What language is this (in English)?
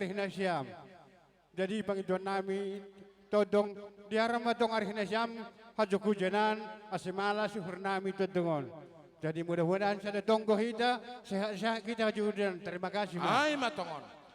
Batak Simalungun